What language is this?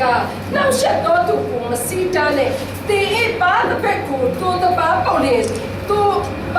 Falam Chin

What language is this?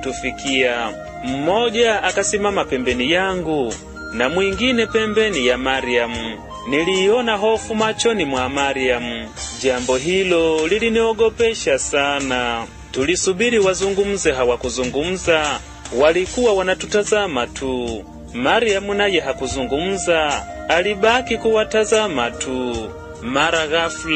Swahili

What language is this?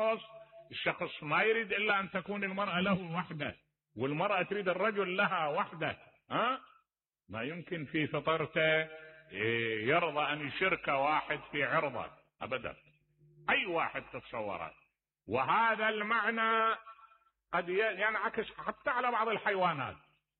Mesopotamian Arabic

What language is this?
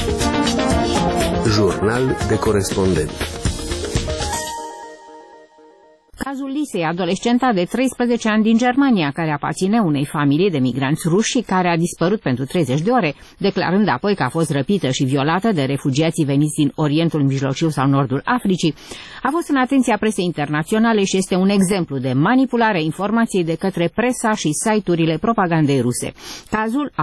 Romanian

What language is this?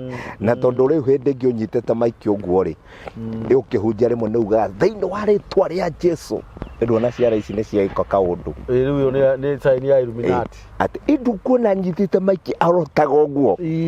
Kikuyu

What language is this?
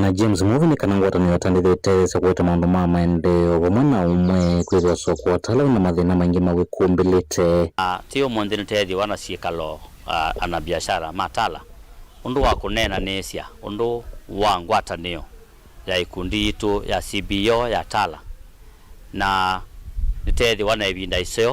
Kamba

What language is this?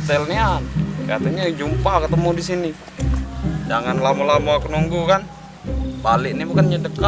Musi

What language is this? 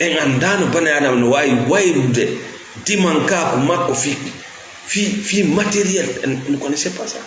Fula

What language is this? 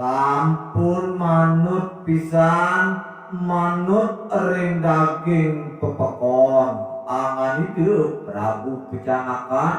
Balinese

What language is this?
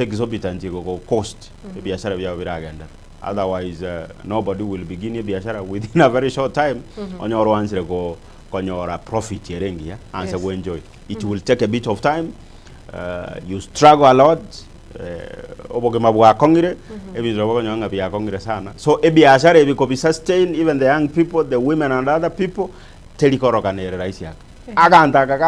Gusii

